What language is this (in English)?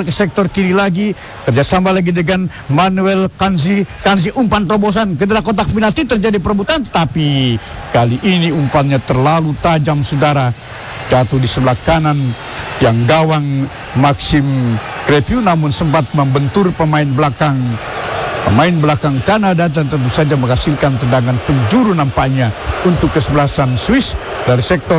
Indonesian